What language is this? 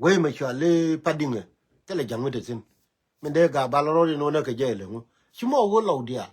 Nuer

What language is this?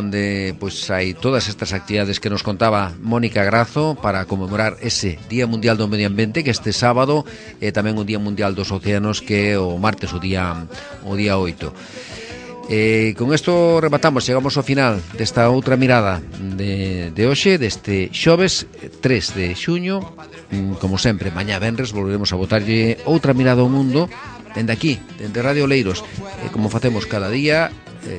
Galician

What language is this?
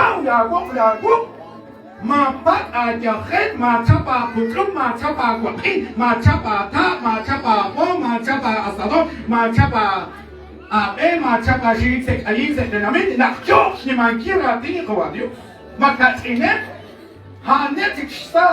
Kekchí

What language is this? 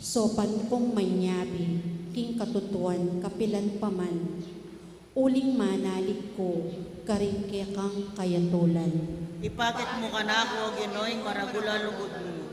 Pampanga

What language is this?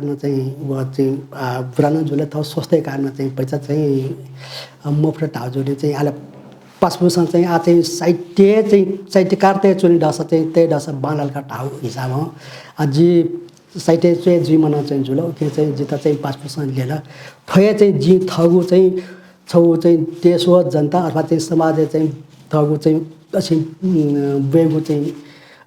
Newari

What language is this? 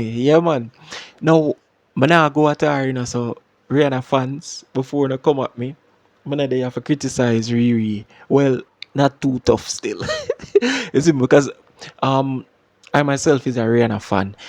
Jamaican Creole English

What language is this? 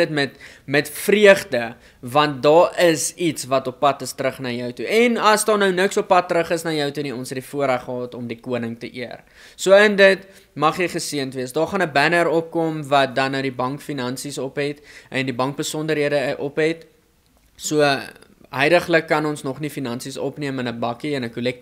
Afrikaans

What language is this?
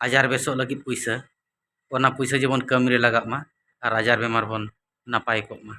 Santali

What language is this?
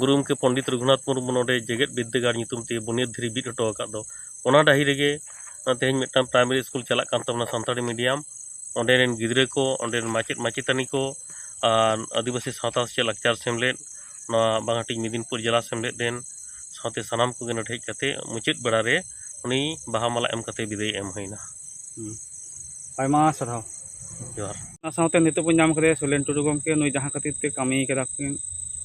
Santali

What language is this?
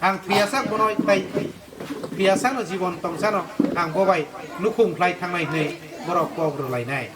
Kok Borok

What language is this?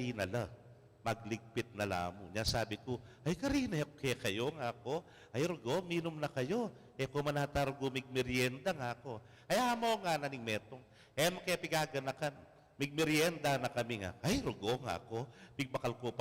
Pampanga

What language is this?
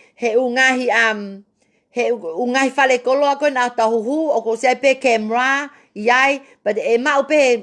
Tongan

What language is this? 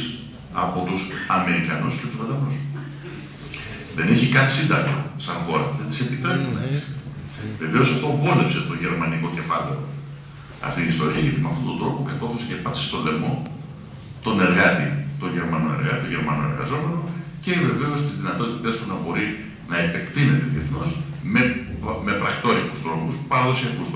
Greek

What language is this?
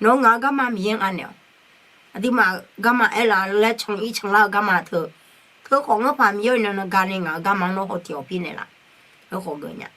Akha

